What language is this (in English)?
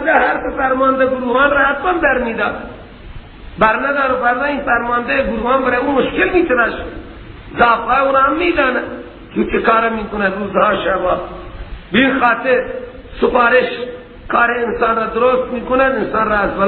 Persian